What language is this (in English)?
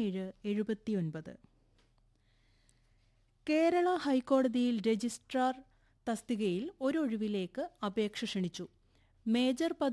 Malayalam